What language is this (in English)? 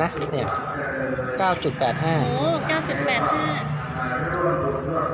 Thai